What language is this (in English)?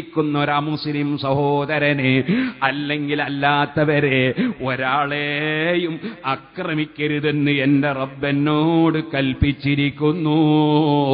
Malayalam